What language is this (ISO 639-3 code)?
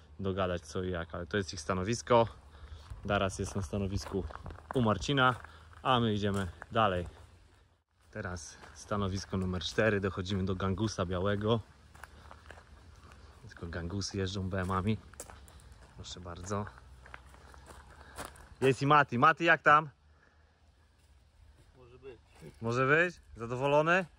pol